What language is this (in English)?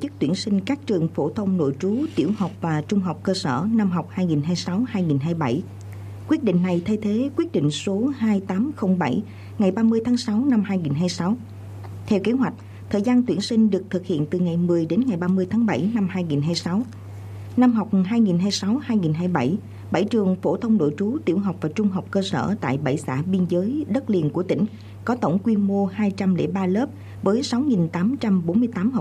Vietnamese